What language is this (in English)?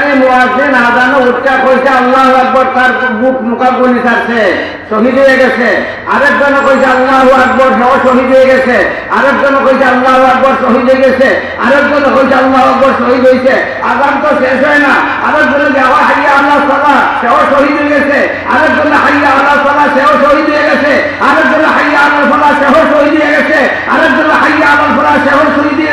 Sylheti